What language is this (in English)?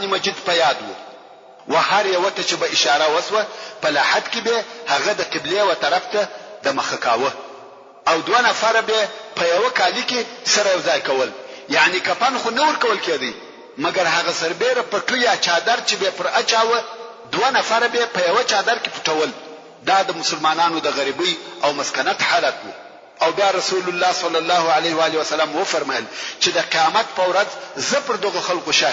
Pashto